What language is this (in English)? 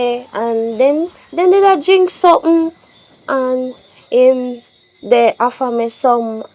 Jamaican Creole English